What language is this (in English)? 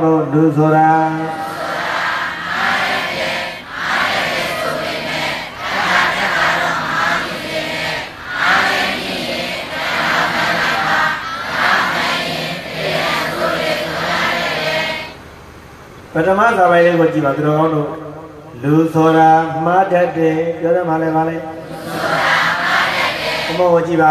Burmese